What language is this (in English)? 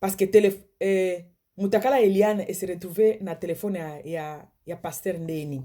Lingala